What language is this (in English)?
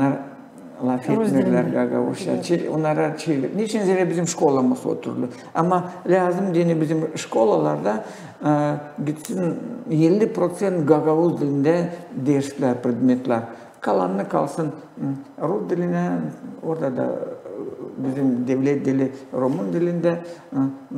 Gagauz